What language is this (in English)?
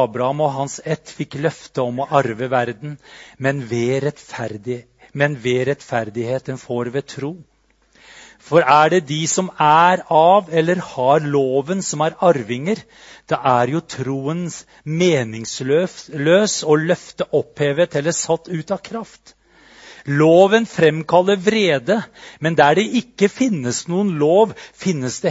Norwegian